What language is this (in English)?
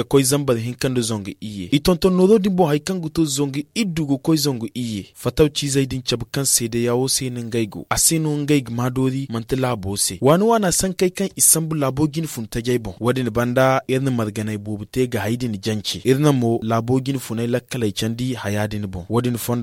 Zarma